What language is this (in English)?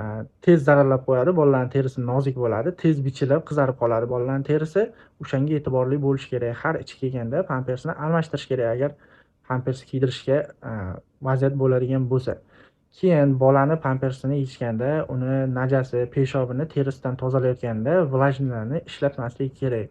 Uzbek